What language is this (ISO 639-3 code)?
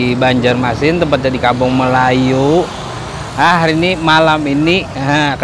bjn